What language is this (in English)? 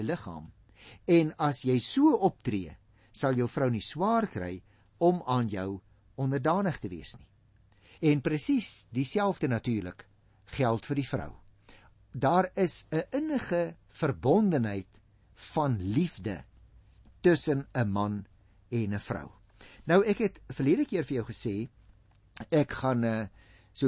Afrikaans